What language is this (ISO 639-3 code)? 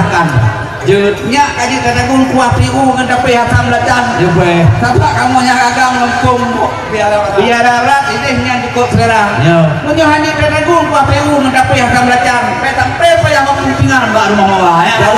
ace